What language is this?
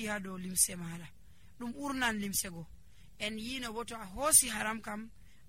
Nigerian Fulfulde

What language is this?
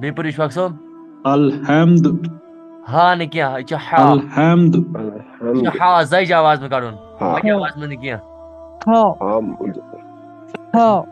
Kashmiri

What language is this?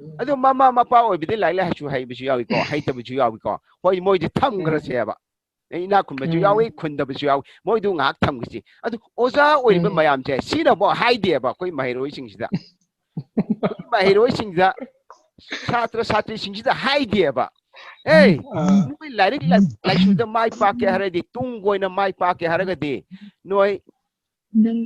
Manipuri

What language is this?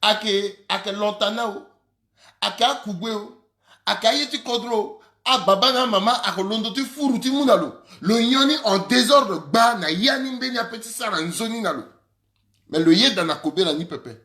Sango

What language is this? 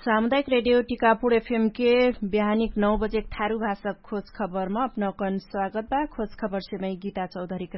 Dangaura Tharu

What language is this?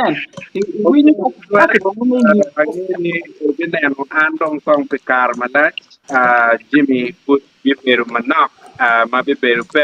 Acoli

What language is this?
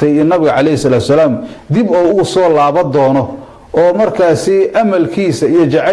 Somali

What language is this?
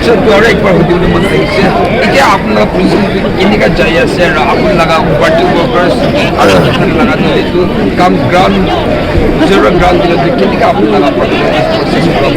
Naga Pidgin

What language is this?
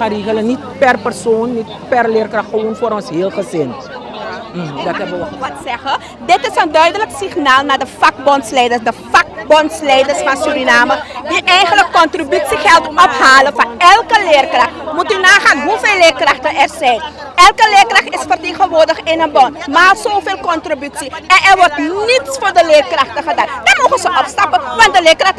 Dutch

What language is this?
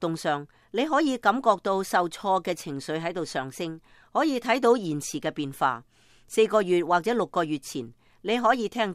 Cantonese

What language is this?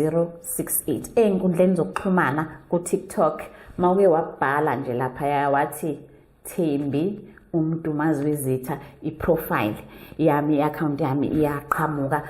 Zulu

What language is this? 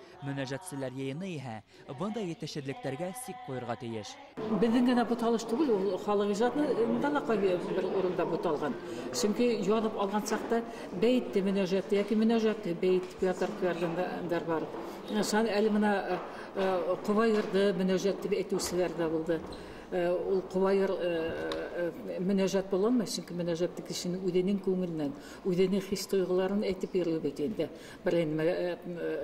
Bashkir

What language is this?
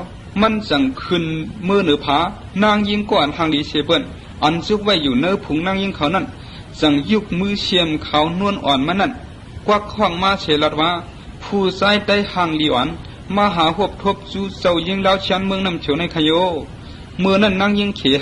Shan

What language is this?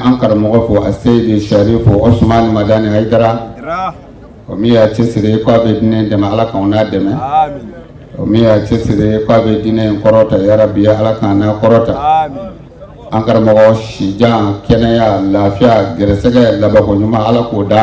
Bambara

